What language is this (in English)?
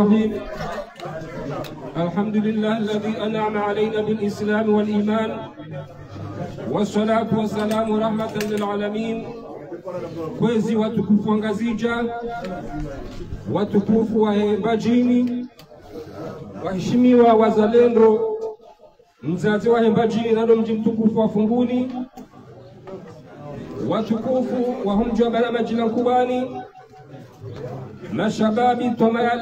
Swahili